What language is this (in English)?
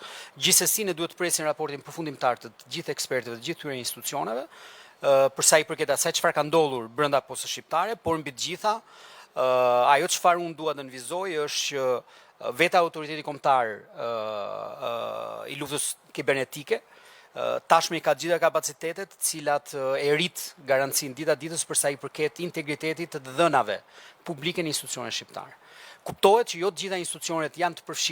Albanian